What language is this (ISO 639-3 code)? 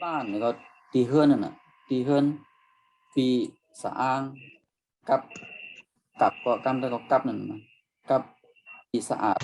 shn